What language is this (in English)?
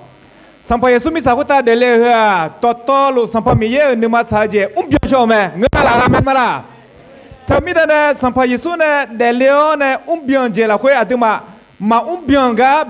Akha